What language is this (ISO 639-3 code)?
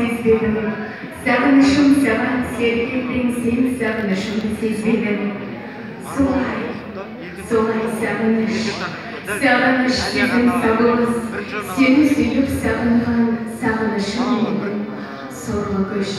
kaz